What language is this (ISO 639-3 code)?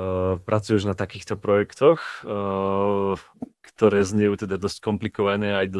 slk